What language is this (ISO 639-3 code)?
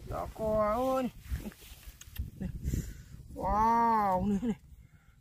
vie